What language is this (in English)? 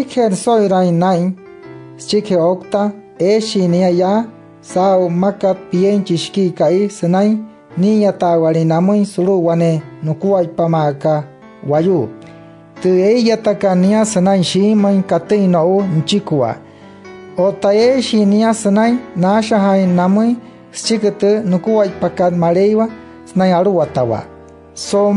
Wayuu